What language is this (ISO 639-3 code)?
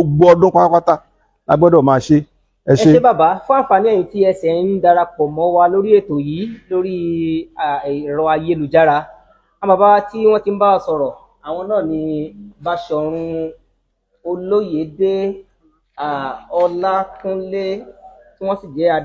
yor